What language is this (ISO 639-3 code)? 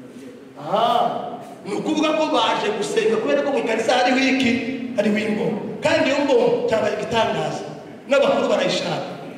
kin